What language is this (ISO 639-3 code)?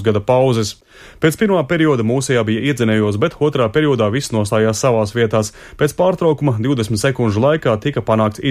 lav